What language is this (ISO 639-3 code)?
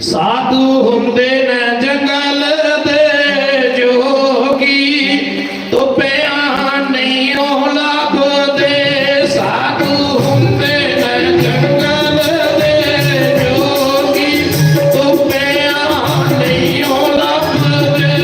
doi